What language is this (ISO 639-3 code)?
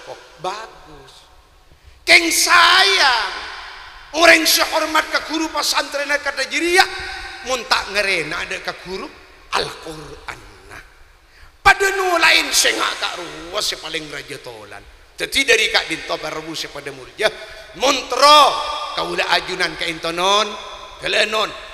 mad